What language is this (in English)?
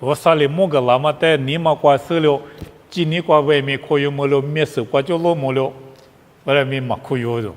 Lisu